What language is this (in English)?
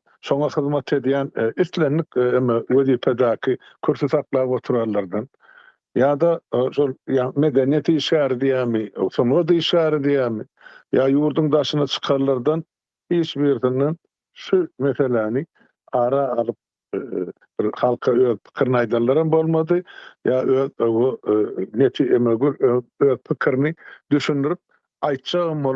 Turkmen